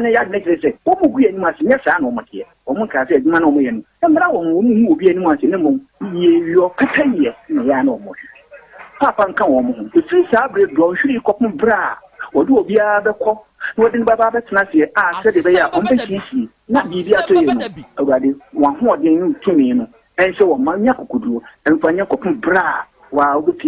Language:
Akan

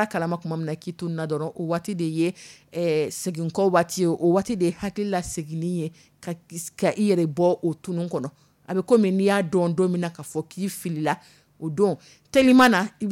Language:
Dyula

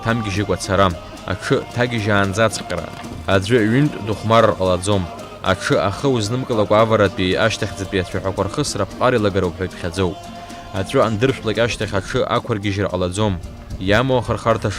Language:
Abkhazian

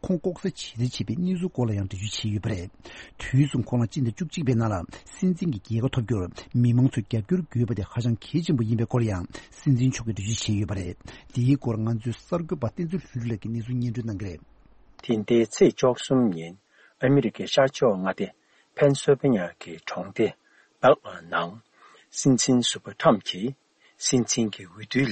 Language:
Tibetan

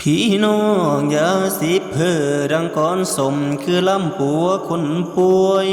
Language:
Northeastern Thai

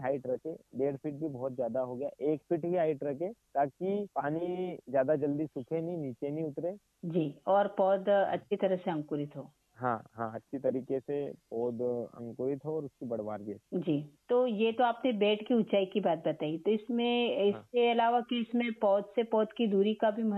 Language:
Hindi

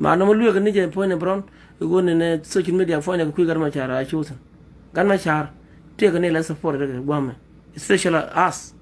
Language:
Nuer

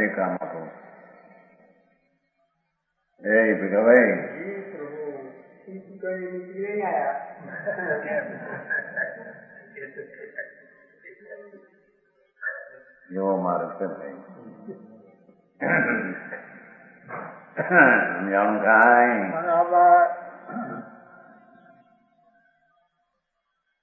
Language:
Gujarati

